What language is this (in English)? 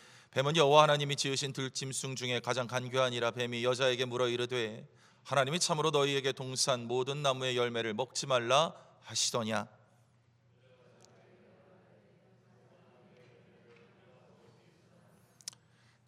Korean